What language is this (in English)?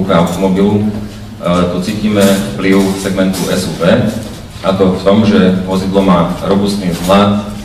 Slovak